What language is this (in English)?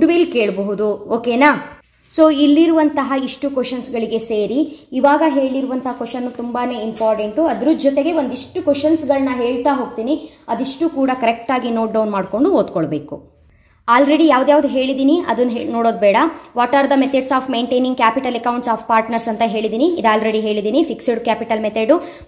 Kannada